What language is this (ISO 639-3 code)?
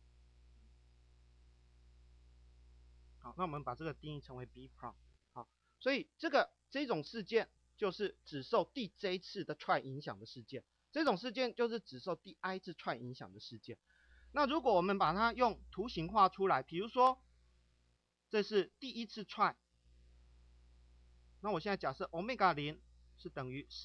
zho